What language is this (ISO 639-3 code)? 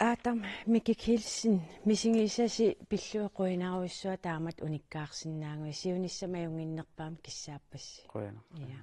kal